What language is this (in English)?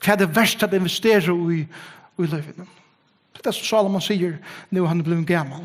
Faroese